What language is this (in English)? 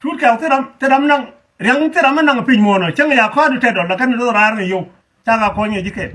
Nuer